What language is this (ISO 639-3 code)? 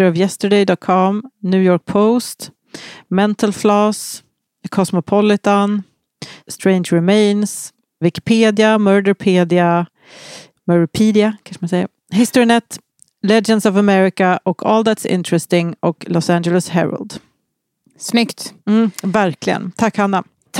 swe